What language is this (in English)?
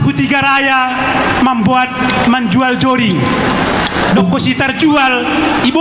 Batak Simalungun